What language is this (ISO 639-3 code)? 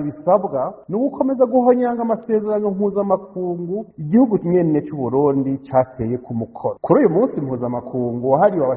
run